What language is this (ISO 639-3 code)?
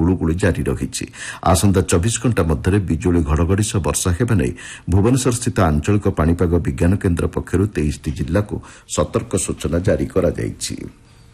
ori